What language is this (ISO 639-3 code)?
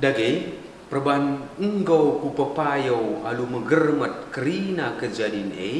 btx